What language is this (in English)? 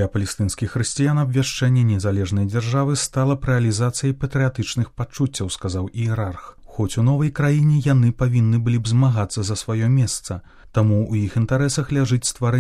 Belarusian